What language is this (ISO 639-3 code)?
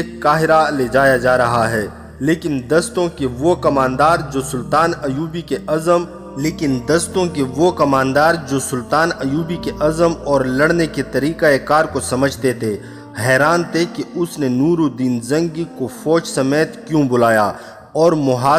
urd